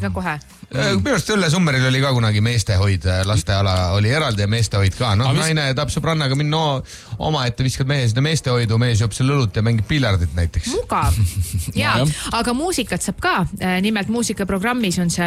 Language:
Estonian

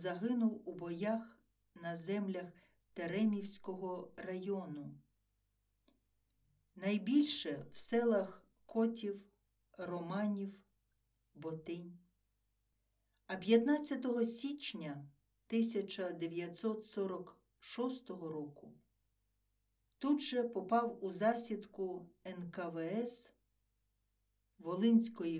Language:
Ukrainian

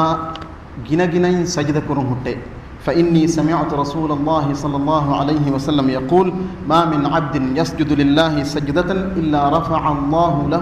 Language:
Divehi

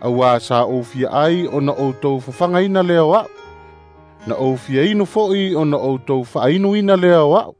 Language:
Samoan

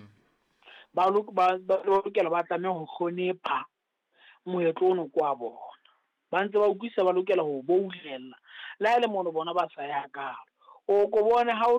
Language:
Southern Sotho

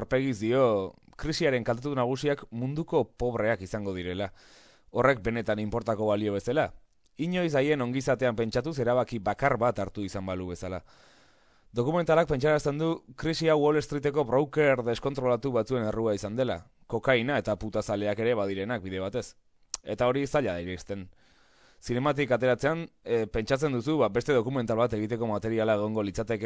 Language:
Basque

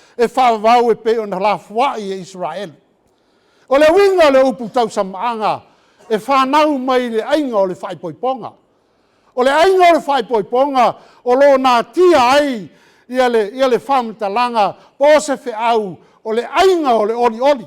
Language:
Samoan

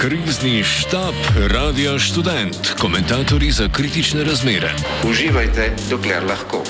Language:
Slovenian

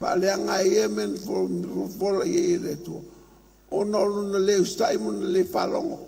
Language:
Samoan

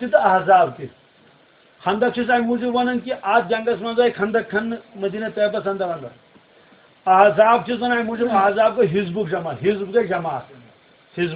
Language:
Kashmiri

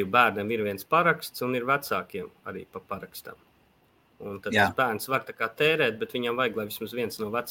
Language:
Latvian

